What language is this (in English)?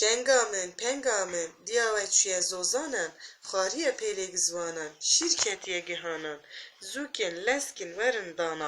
Kurdish